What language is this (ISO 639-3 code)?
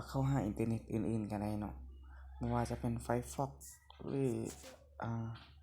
lao